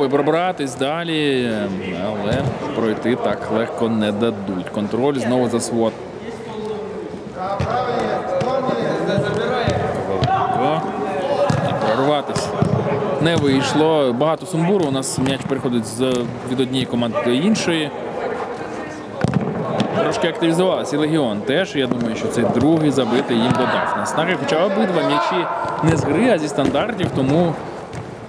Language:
Ukrainian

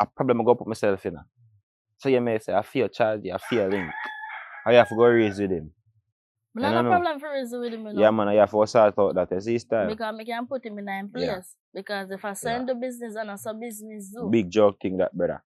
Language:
Jamaican Creole English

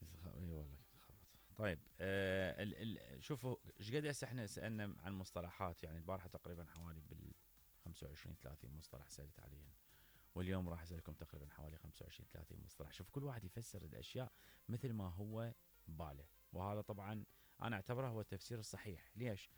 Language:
Mesopotamian Arabic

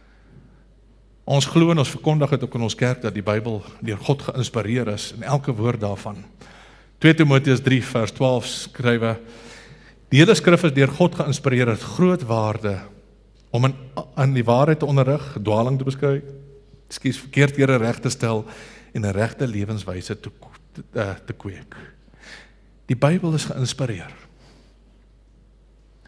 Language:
Afrikaans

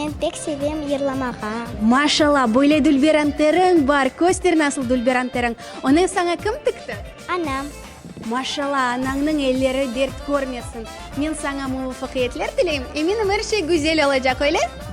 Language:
Crimean Tatar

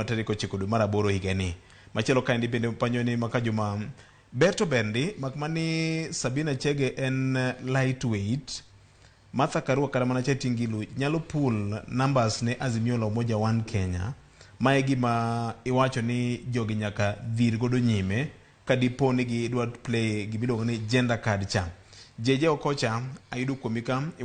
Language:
Luo (Kenya and Tanzania)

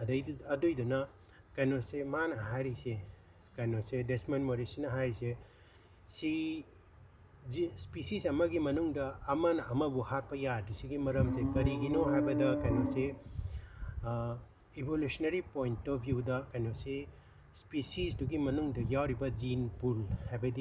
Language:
Manipuri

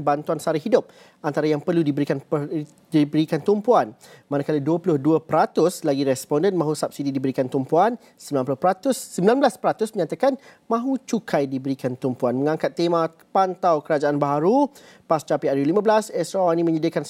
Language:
Malay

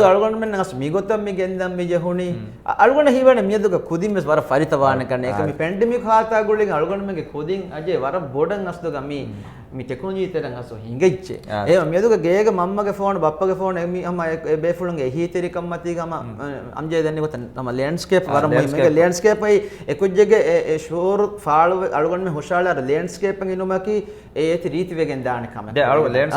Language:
Divehi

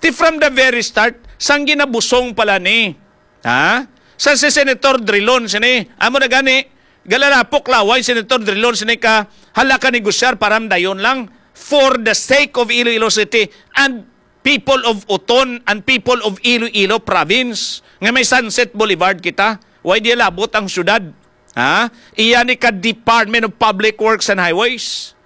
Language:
Hiligaynon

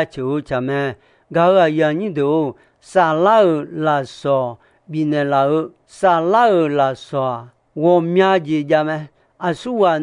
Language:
Akha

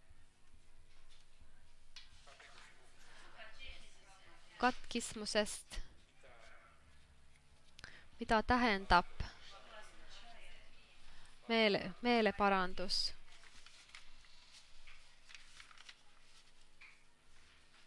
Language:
Estonian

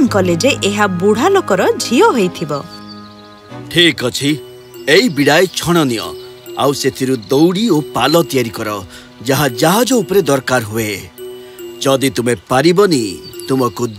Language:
Odia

